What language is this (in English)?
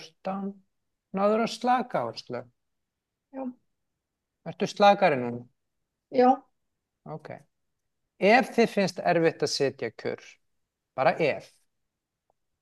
Icelandic